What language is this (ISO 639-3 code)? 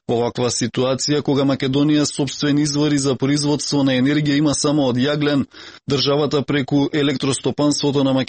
mkd